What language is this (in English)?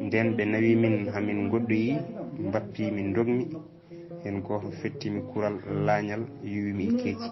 Fula